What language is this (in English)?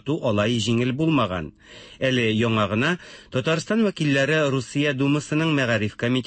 Tatar